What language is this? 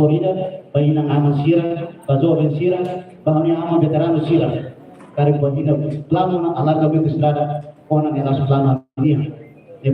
Tetum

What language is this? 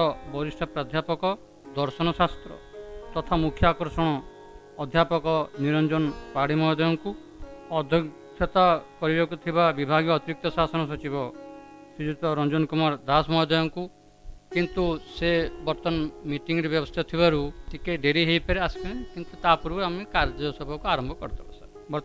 Odia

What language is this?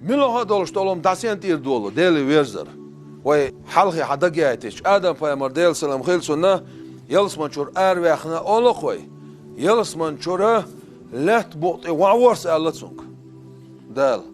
Chechen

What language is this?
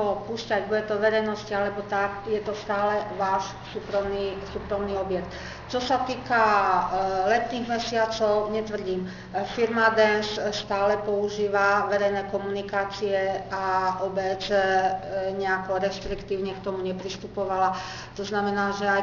Slovak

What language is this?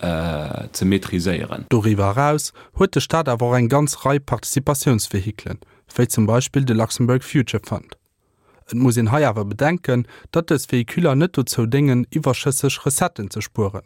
Luxembourgish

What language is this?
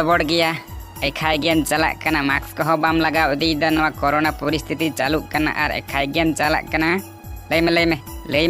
Santali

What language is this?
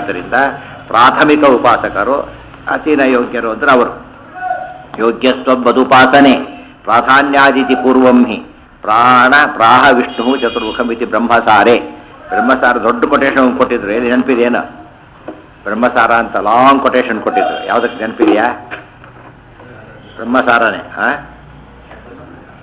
Kannada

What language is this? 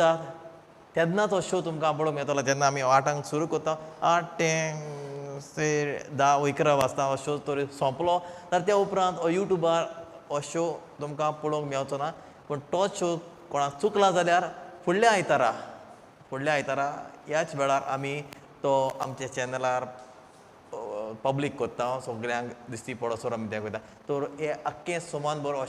Konkani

